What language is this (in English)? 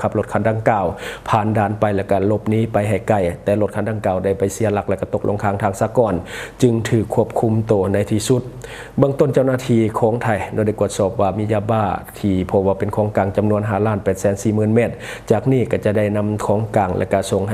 Lao